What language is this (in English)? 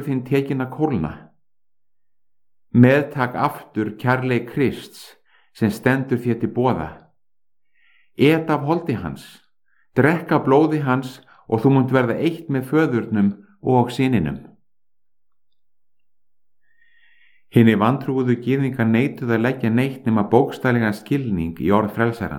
Icelandic